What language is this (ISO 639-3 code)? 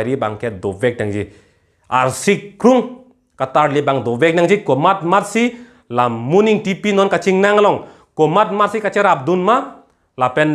mjw